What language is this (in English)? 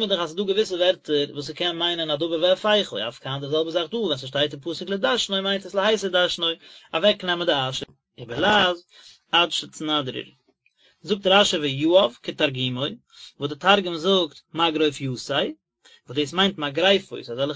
Yiddish